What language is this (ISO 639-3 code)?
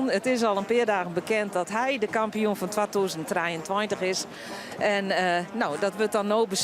fry